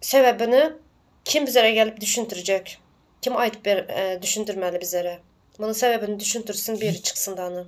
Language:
Turkmen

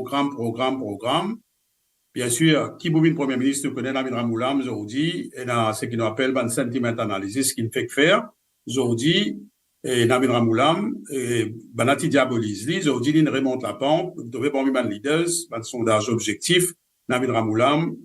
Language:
Morisyen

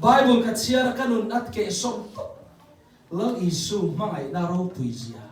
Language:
Mizo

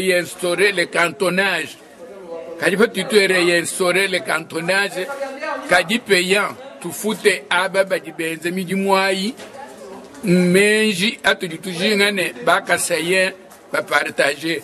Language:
Luba-Lulua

